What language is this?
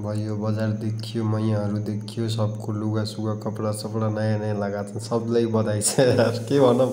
Nepali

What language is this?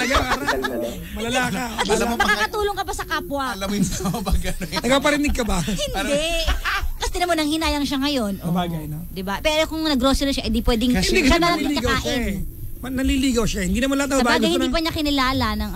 Filipino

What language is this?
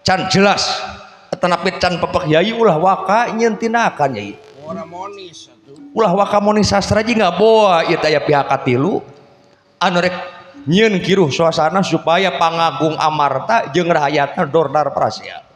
Sundanese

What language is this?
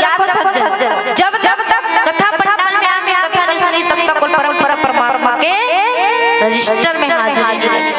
Chhattisgarhi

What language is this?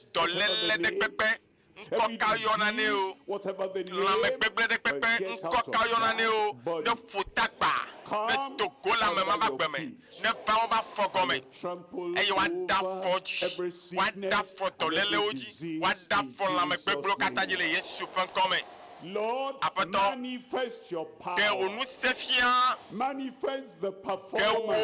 Ewe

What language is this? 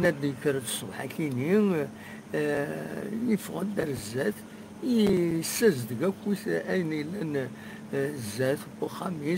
Kabyle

